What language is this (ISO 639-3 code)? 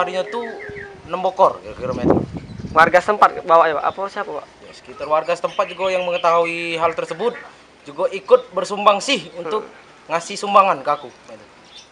mui